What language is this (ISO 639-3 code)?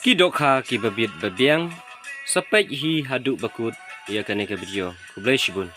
kha